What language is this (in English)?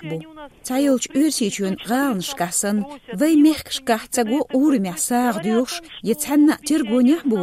Chechen